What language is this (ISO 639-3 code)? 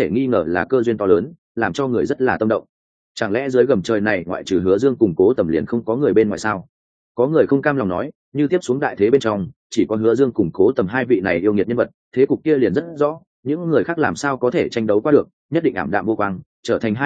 vie